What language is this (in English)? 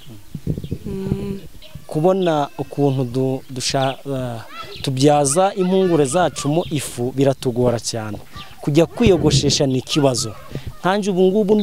Kinyarwanda